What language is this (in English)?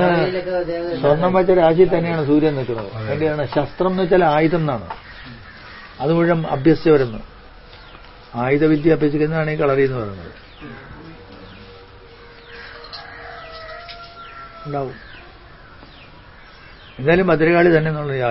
Malayalam